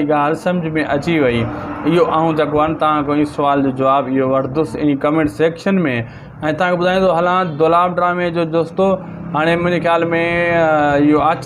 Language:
Sindhi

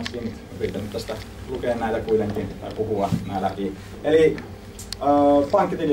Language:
Finnish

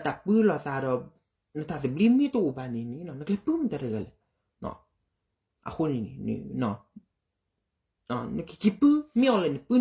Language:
S'gaw Karen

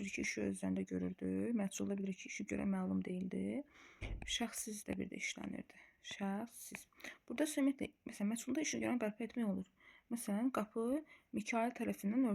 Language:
Azerbaijani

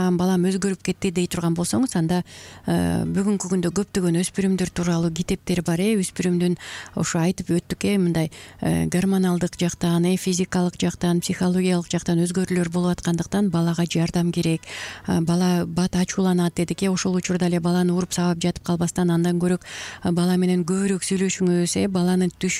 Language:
Kyrgyz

